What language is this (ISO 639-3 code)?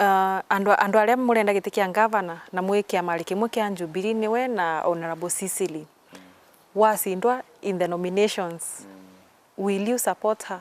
mer